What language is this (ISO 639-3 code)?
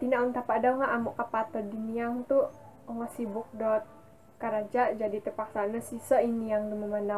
dtp